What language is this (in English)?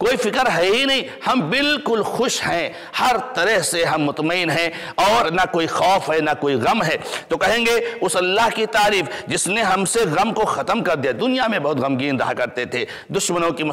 Urdu